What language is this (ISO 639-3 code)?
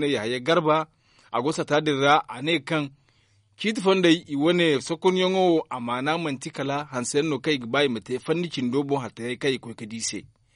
dje